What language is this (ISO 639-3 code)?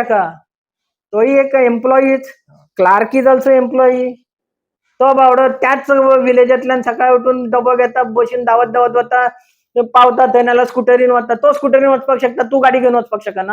kok